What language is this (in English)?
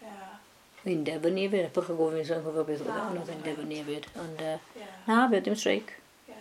Welsh